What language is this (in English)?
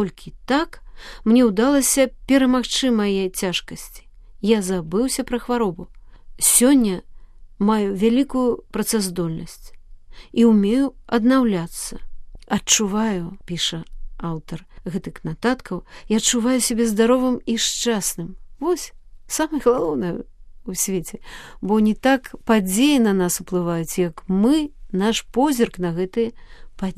Belarusian